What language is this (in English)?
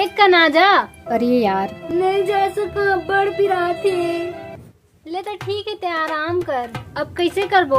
Chhattisgarhi